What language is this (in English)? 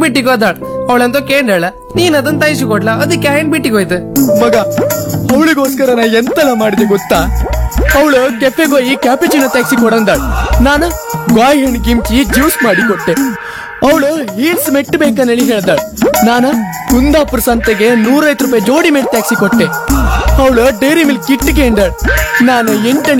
Kannada